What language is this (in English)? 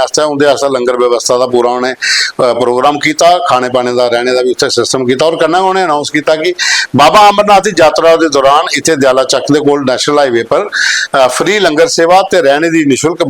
Dogri